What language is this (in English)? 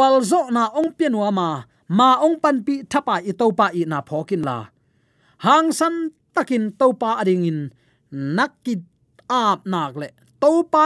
Tedim Chin